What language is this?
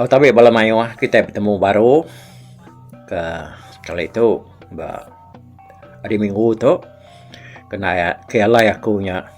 Iban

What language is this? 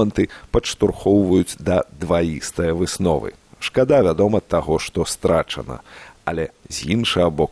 Belarusian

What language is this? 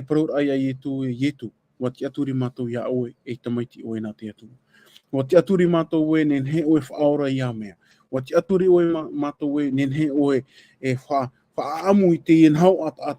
Tahitian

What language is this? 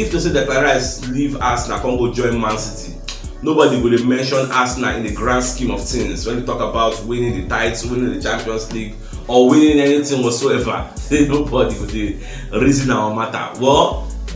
Nigerian Pidgin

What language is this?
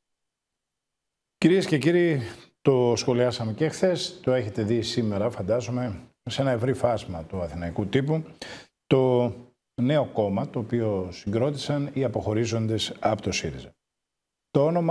Greek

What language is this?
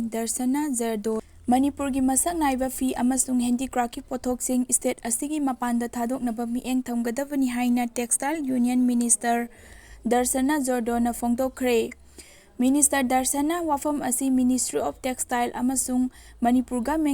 Manipuri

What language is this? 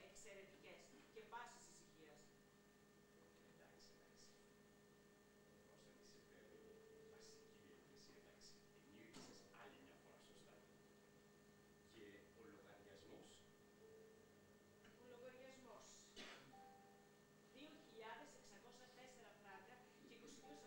Greek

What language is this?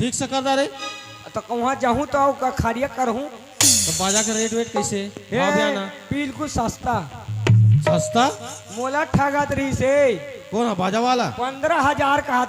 Chhattisgarhi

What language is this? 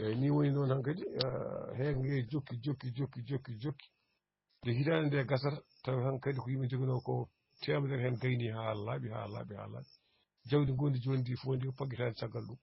Fula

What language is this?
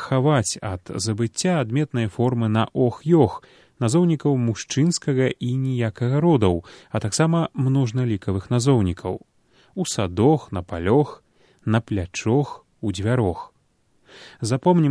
Belarusian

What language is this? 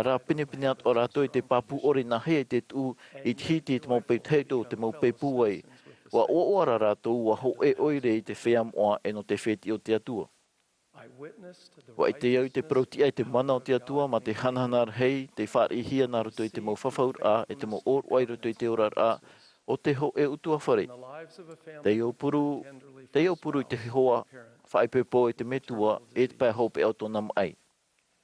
Tahitian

